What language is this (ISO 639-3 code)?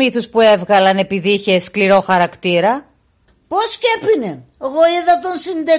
pnt